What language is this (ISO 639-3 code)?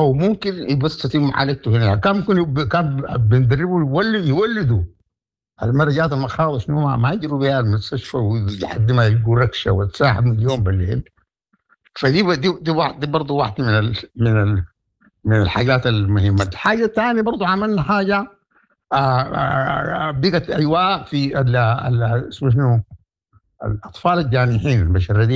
apd